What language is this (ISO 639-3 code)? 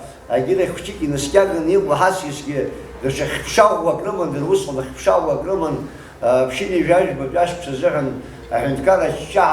abk